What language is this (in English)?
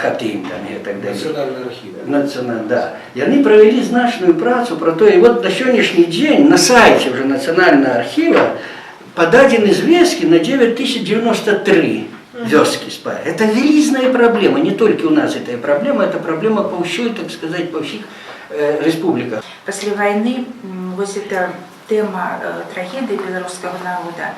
Belarusian